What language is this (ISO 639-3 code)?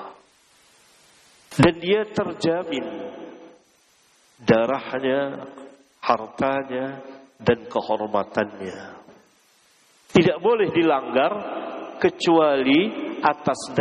ind